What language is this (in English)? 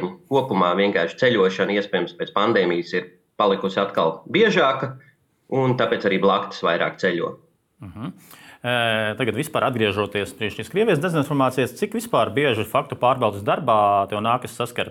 Latvian